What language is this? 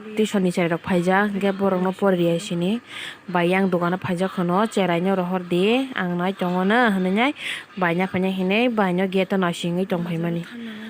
Kok Borok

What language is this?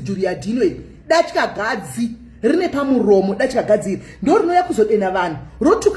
Shona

